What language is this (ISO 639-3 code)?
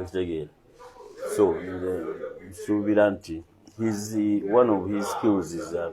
lug